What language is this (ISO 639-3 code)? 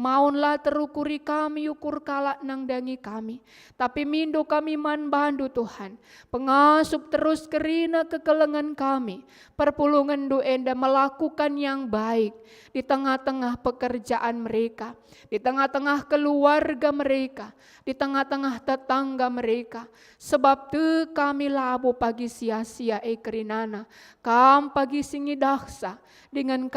btx